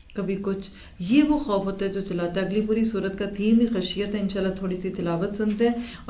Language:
Urdu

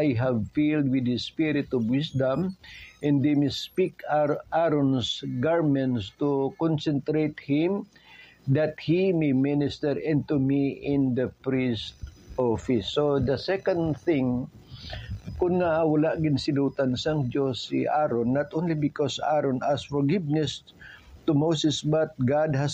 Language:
Hiligaynon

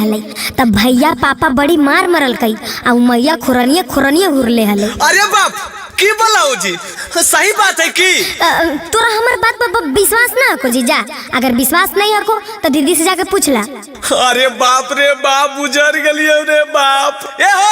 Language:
Magahi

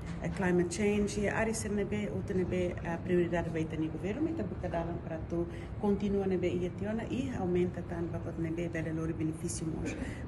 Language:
Tetum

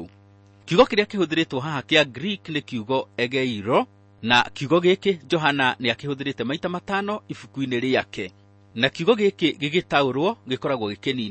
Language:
Kikuyu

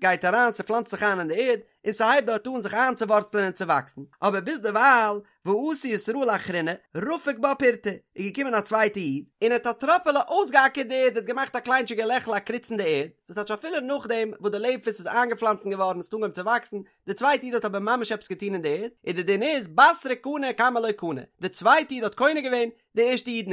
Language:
Yiddish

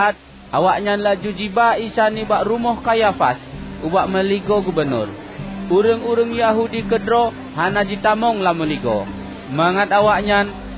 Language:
Achinese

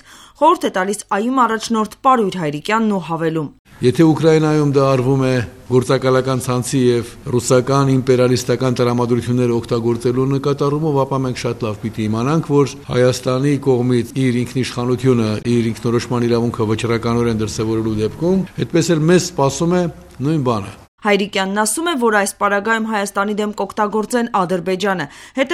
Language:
Armenian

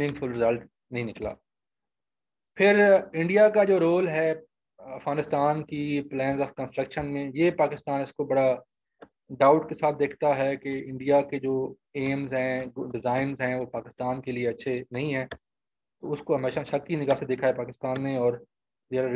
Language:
Urdu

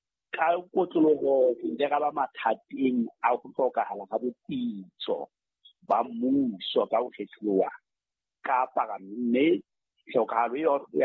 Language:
Southern Sotho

